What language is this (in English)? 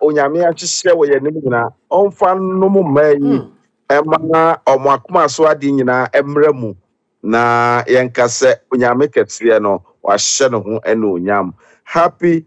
Akan